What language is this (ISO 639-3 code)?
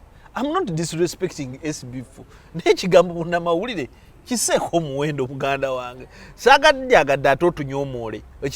lug